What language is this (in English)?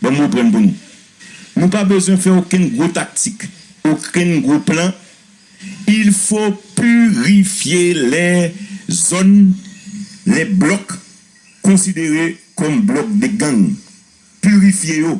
Haitian Creole